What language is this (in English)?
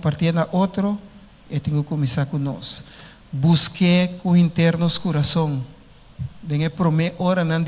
Papiamento